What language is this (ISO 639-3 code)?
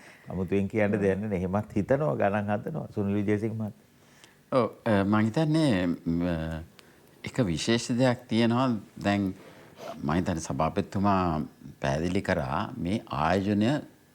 sin